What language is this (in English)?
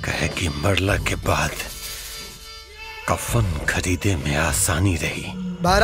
Bhojpuri